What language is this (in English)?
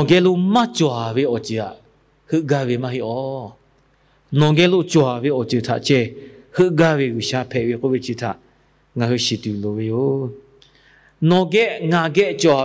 Lahu